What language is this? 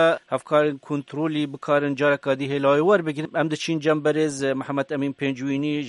Kurdish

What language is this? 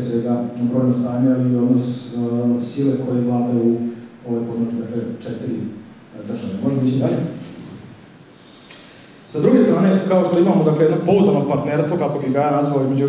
Serbian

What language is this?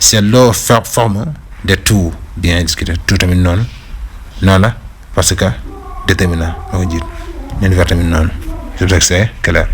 Wolof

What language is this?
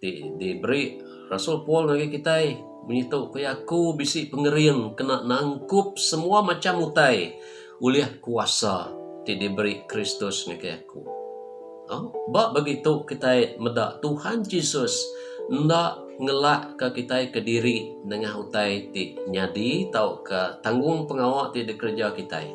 Iban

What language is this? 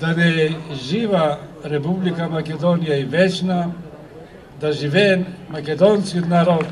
Macedonian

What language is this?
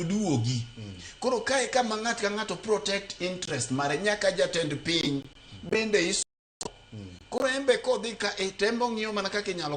Luo (Kenya and Tanzania)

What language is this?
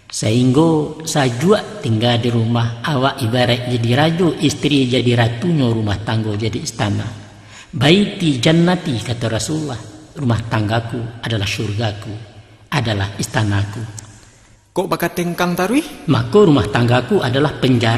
Minangkabau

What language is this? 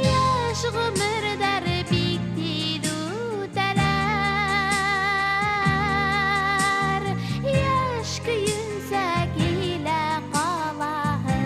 Bashkir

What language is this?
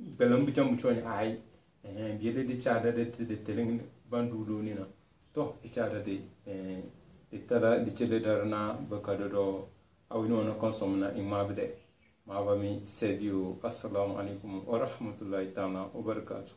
Tem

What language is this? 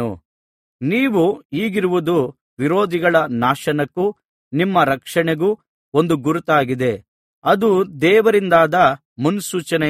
Kannada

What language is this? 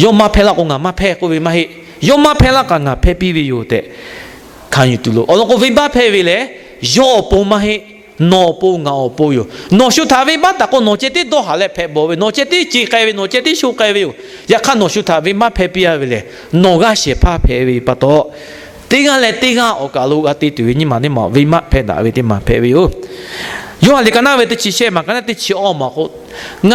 Lahu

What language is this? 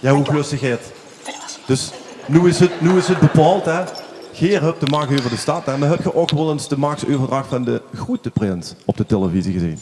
Limburgish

